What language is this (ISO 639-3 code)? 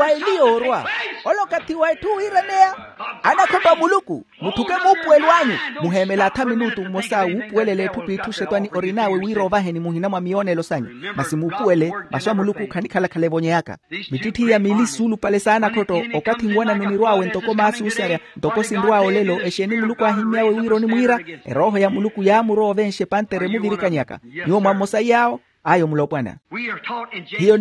vmw